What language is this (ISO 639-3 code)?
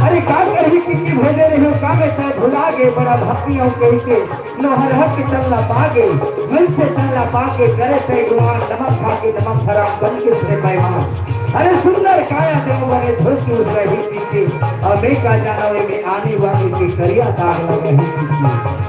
hne